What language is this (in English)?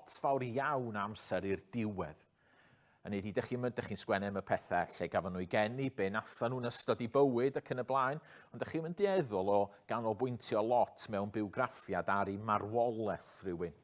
Welsh